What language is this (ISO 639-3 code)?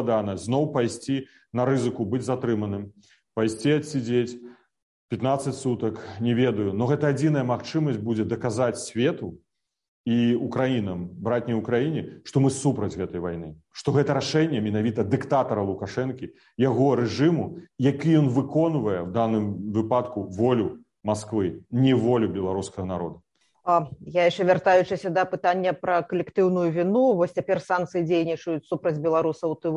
bel